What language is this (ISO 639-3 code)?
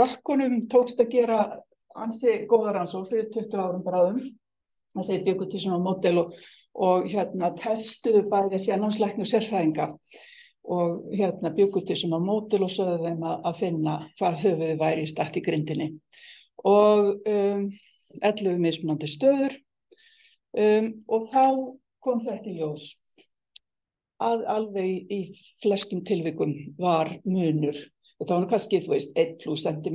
isl